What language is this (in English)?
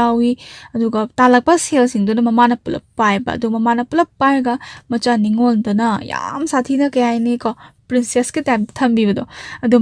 Manipuri